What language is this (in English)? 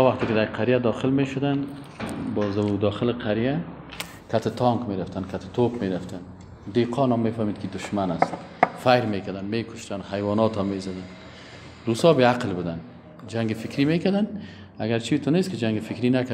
Persian